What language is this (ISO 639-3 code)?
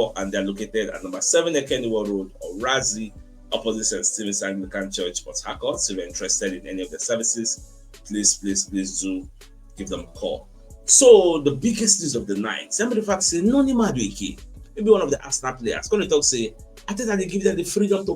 pcm